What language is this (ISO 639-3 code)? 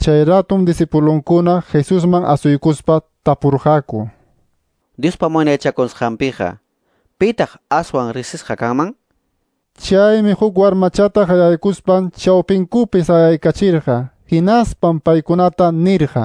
quy